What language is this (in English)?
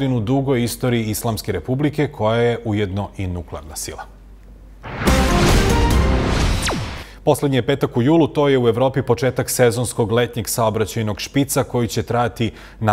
Serbian